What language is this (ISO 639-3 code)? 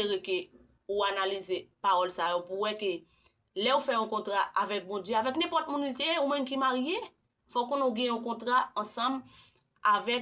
hat